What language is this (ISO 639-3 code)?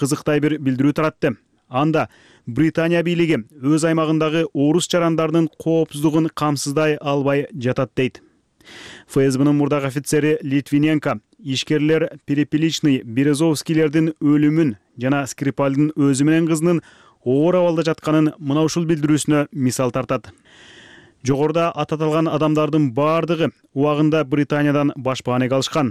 kir